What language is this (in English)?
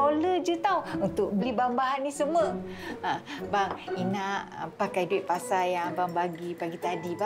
Malay